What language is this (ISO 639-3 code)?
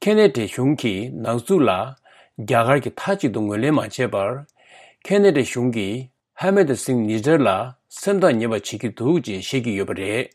bod